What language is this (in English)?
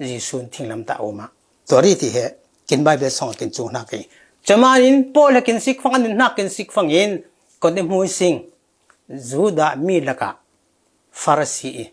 Falam Chin